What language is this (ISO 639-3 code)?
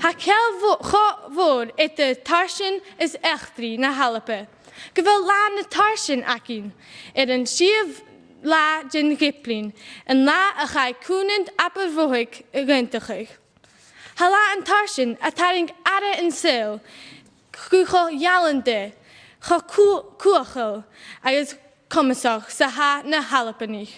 gla